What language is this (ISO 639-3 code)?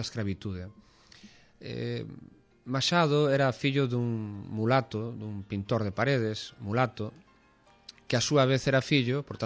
glg